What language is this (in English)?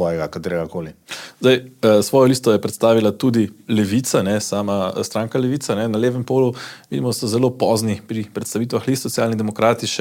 Slovenian